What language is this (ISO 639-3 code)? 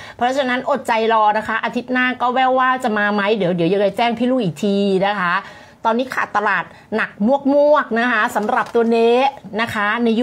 tha